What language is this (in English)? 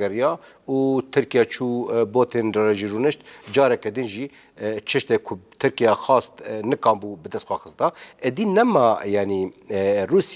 Kurdish